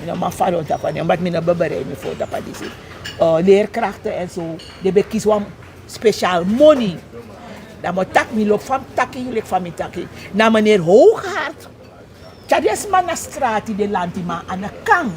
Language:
Sranan Tongo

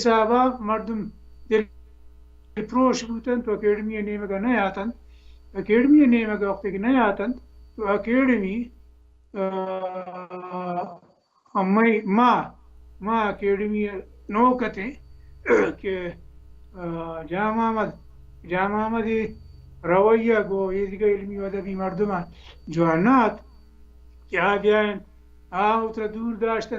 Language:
Baluchi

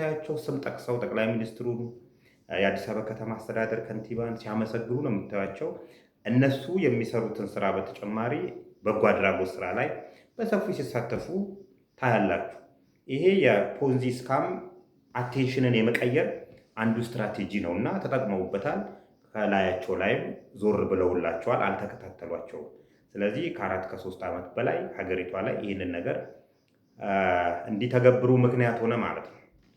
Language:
Amharic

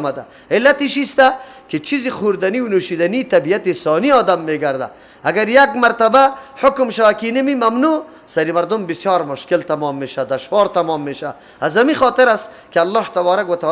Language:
Persian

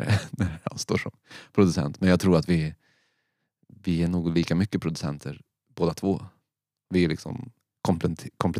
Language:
Swedish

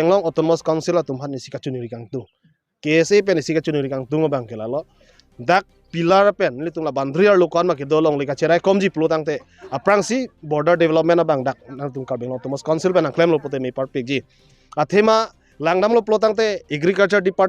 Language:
Karbi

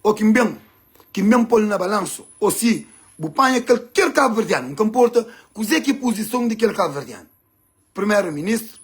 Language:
Kabuverdianu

